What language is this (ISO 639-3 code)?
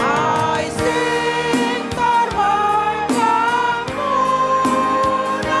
bts